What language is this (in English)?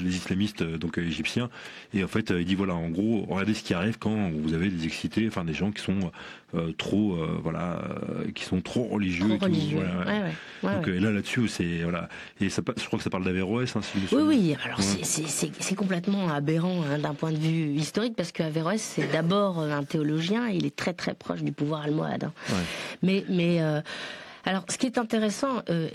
French